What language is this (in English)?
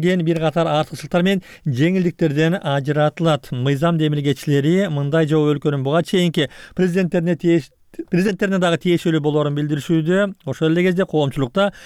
Kyrgyz